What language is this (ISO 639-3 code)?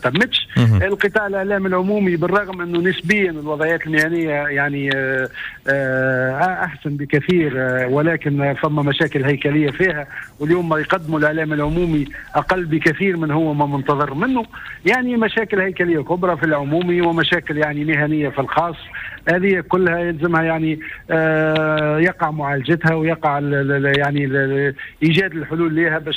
aeb